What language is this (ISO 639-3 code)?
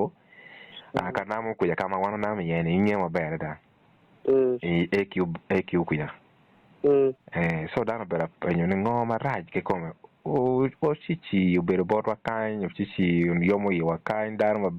ach